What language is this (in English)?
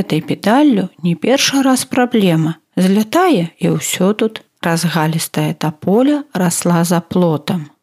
Belarusian